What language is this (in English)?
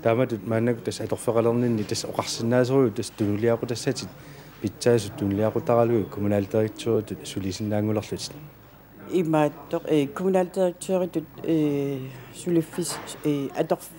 Kalaallisut